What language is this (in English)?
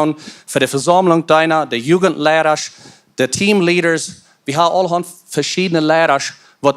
Plautdietsch